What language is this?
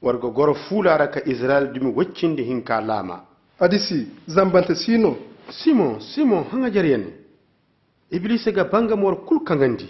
Koyraboro Senni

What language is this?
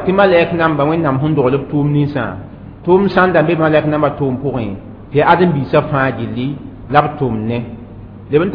Mossi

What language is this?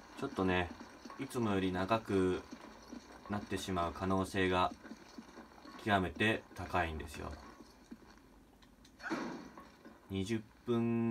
Japanese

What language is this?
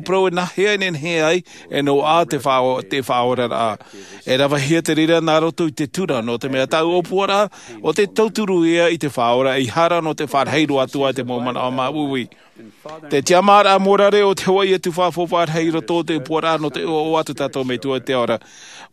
Tahitian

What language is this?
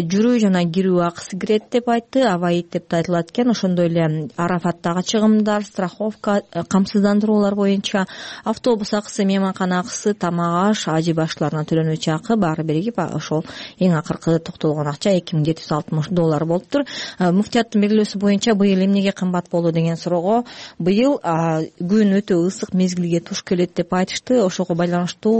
Kyrgyz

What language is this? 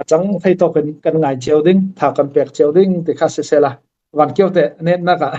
Falam Chin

